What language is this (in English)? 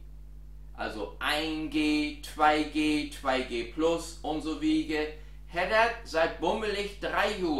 Low German